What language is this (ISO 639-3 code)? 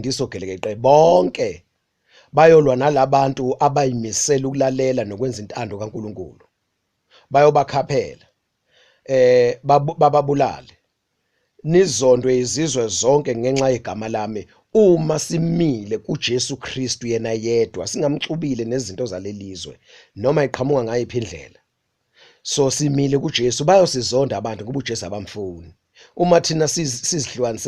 zul